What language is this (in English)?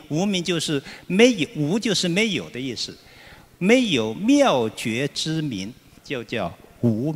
Chinese